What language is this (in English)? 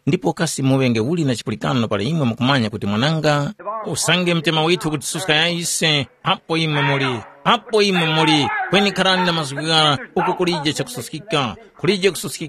Tumbuka